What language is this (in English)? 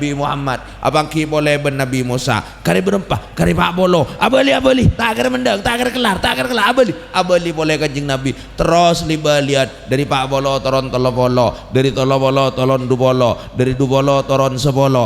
Madurese